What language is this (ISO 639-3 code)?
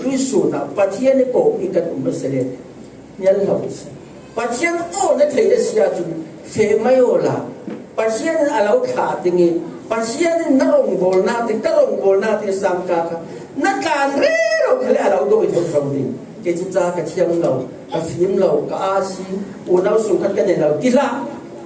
cfm